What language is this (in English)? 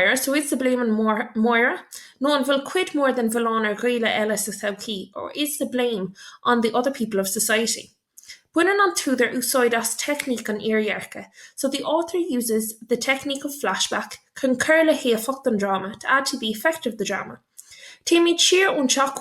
Irish